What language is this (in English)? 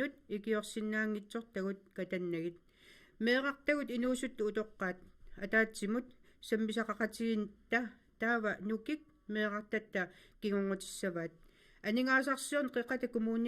Kalaallisut